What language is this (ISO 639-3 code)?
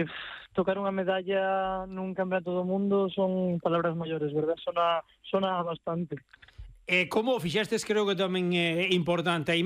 glg